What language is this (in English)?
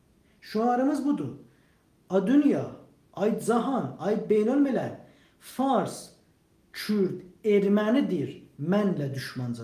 South Azerbaijani